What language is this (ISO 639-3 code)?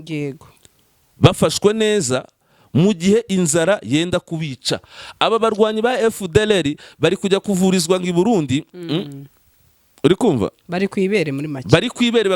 kin